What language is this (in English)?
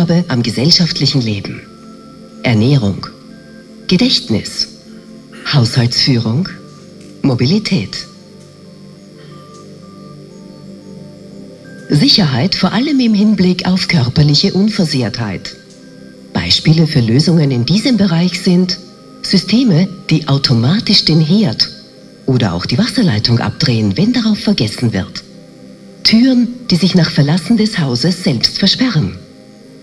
German